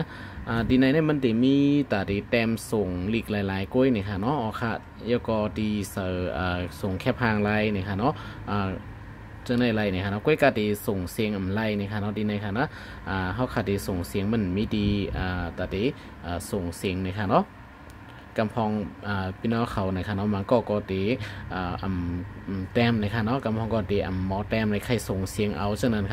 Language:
Shan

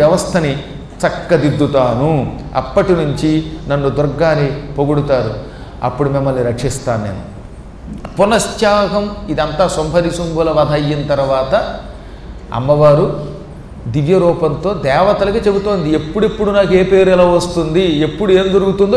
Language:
Telugu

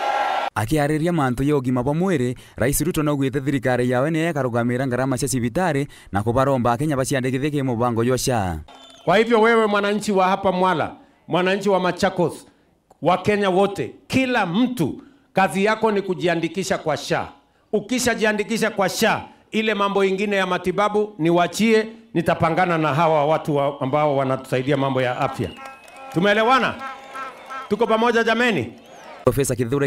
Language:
Meru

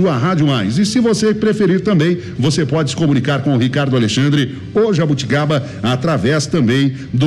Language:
Portuguese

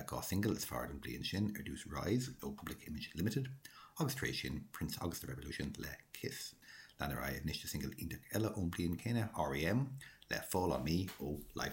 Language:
Irish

